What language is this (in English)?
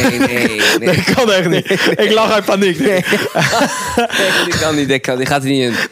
Dutch